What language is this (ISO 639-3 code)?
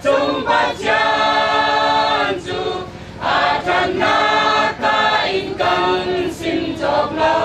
cfm